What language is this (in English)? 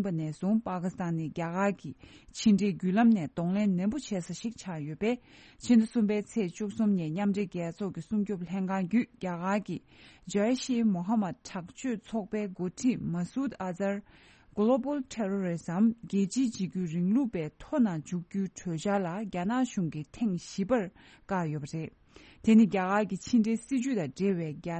Tibetan